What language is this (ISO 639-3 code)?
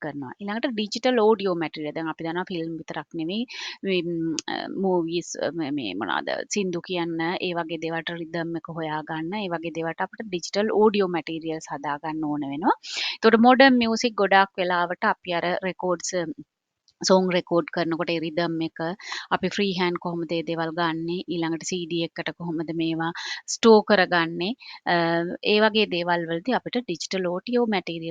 sin